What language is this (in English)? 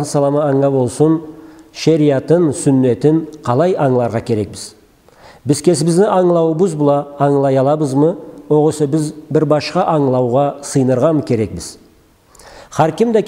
Karachay-Balkar